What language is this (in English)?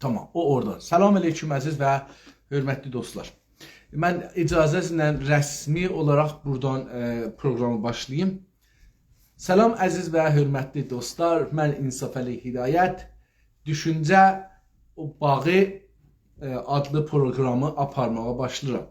South Azerbaijani